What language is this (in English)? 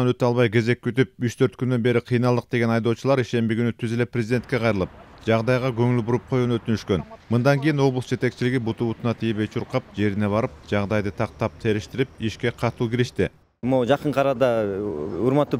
Kyrgyz